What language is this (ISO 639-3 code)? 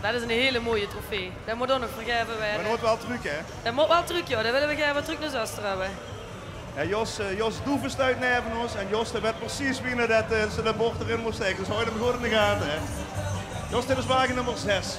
lim